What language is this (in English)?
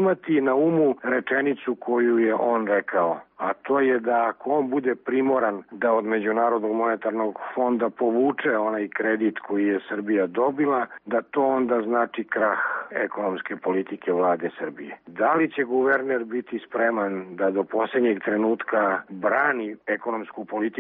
Serbian